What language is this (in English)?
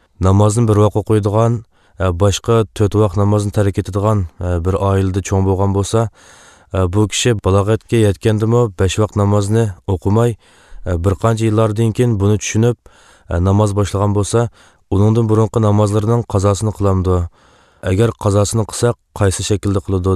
Uzbek